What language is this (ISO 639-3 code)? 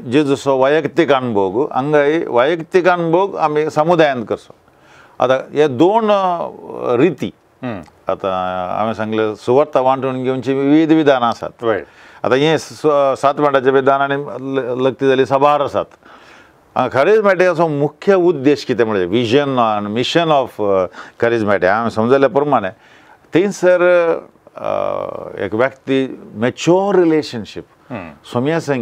kok